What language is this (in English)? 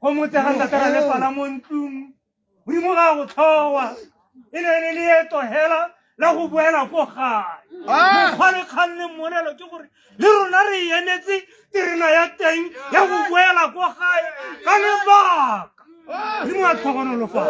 Tswana